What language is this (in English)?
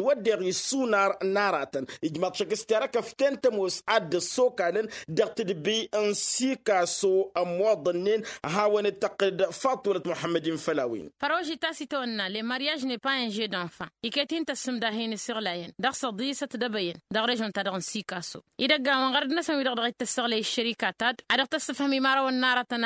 Tamasheq